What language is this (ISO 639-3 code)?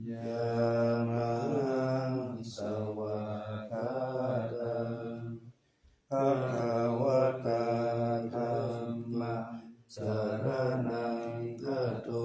pli